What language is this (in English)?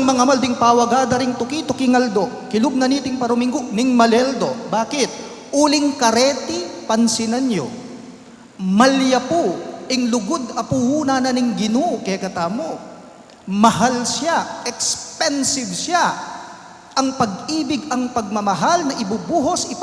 Pampanga